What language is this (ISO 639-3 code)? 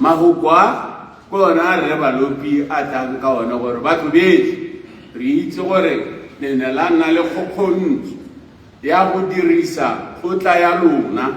tsn